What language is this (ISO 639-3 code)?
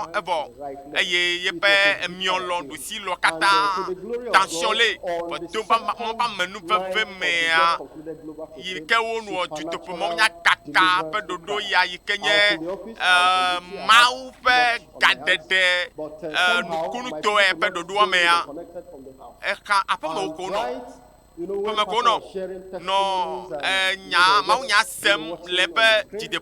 ewe